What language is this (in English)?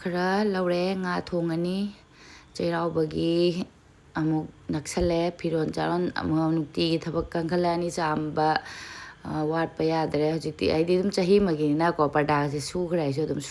Manipuri